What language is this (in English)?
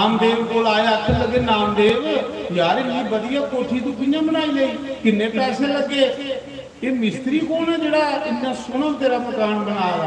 Dogri